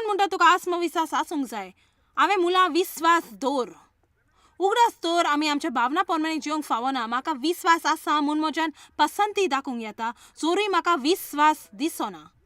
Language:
Konkani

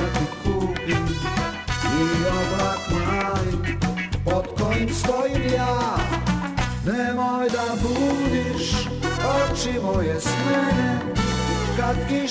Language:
Serbian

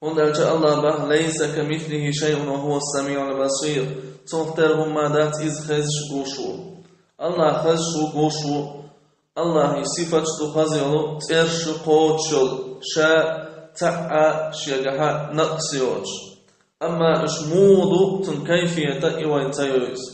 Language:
Chechen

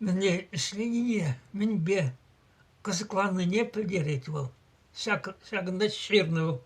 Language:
Chuvash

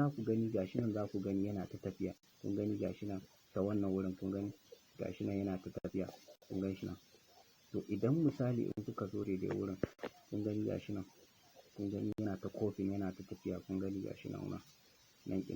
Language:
Hausa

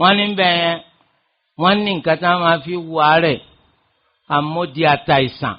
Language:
Yoruba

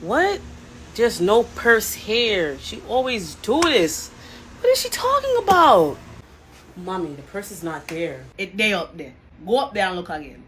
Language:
Jamaican Creole English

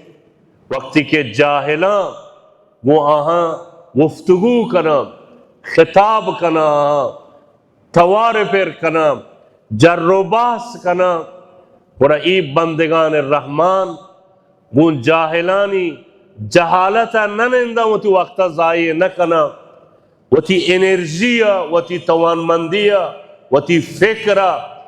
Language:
Baluchi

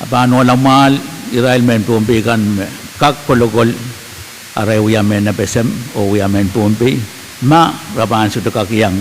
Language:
Pohnpeian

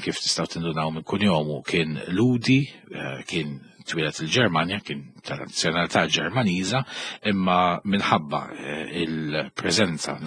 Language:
Maltese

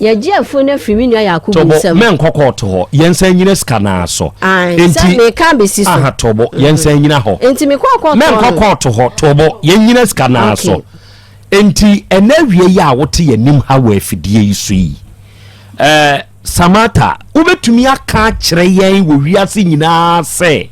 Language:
Akan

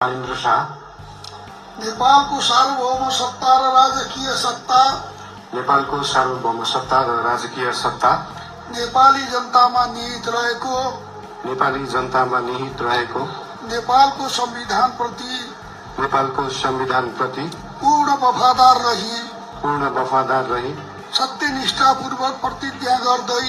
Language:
Nepali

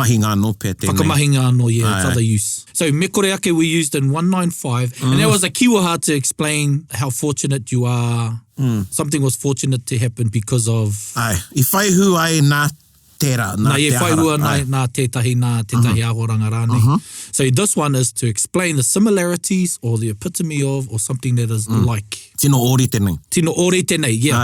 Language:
Māori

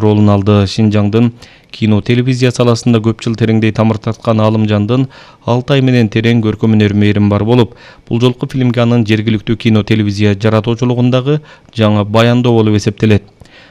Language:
Kyrgyz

